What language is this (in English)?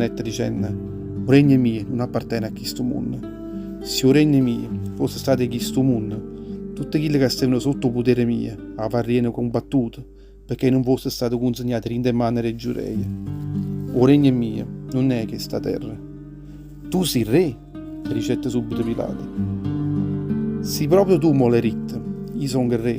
Neapolitan